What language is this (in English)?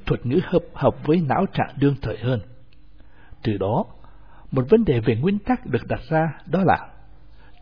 Vietnamese